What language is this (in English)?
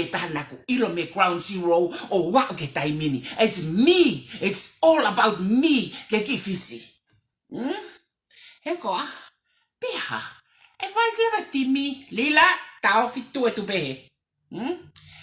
Tongan